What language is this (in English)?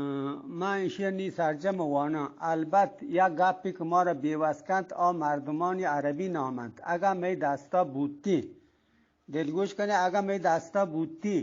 Eastern Balochi